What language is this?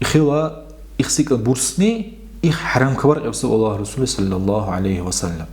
Dargwa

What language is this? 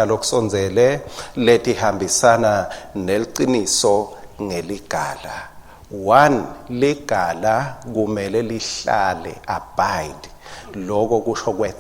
Swati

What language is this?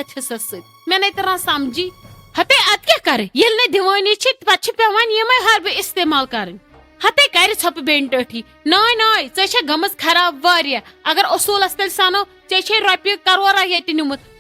Kashmiri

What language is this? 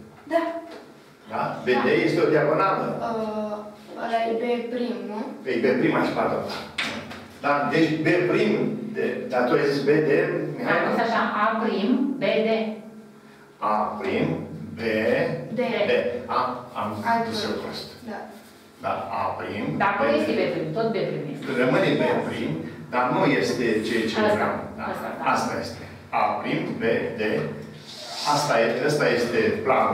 Romanian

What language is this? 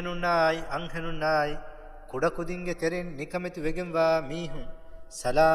Divehi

